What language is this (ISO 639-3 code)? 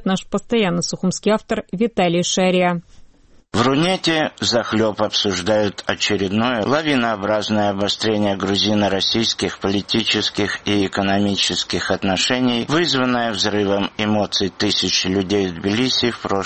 rus